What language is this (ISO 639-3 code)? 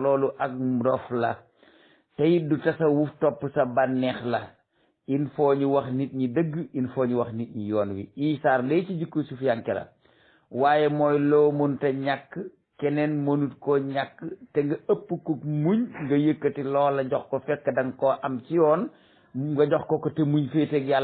wol